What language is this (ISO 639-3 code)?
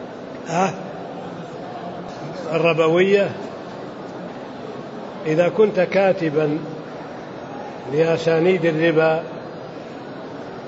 ara